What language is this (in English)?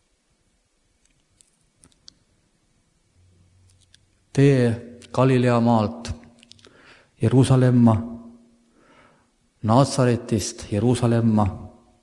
Estonian